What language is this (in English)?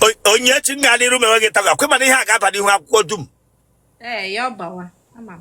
Igbo